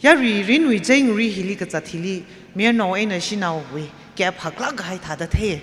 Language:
Tangkhul Naga (India)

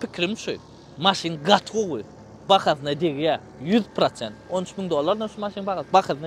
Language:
Turkmen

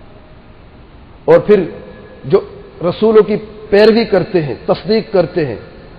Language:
Urdu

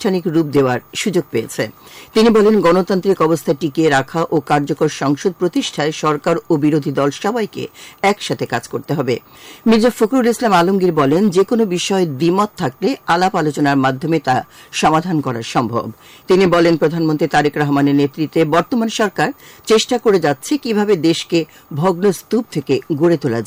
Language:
Bangla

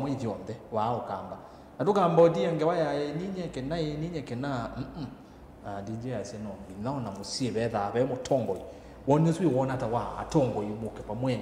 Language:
Kamba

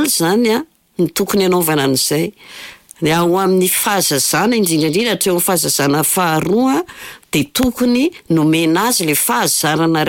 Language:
Malagasy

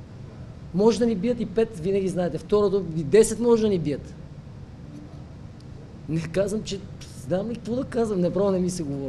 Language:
Bulgarian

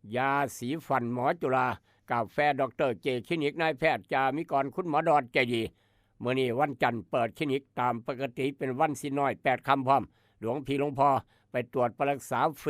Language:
Lao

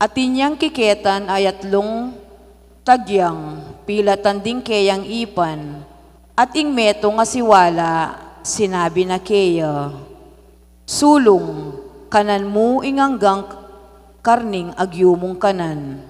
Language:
Pampanga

